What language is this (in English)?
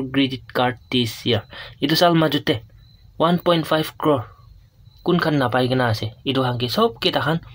Naga Pidgin